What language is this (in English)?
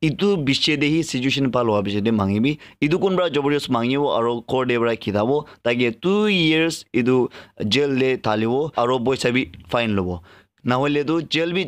Naga Pidgin